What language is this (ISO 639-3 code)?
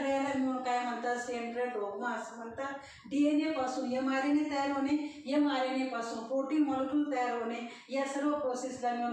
mar